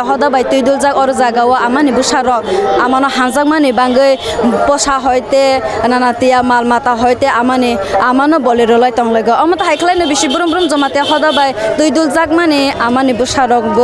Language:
Kok Borok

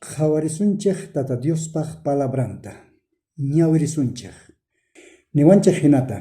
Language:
South Bolivian Quechua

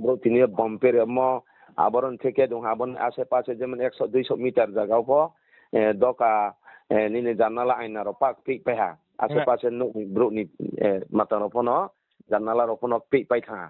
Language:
Riang (India)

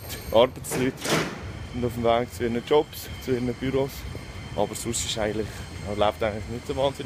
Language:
Swiss German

